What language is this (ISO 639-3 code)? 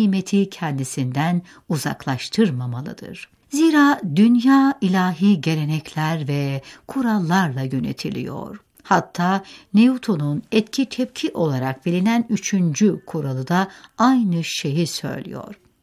tur